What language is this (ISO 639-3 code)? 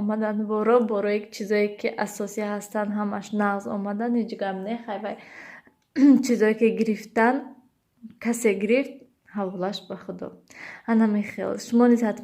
tgk